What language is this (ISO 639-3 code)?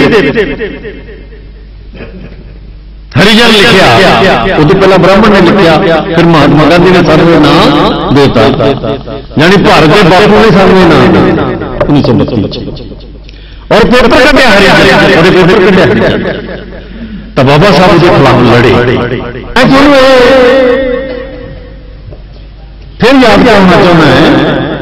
pan